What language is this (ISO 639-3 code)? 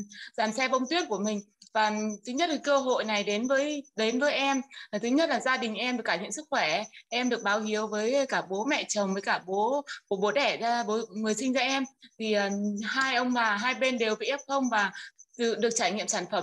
vie